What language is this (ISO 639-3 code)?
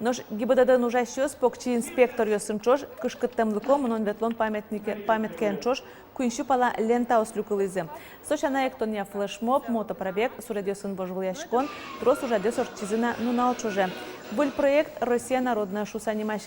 udm